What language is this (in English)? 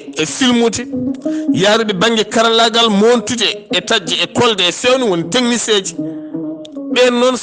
Fula